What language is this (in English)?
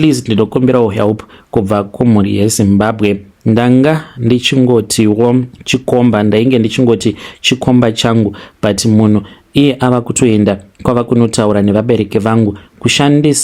Shona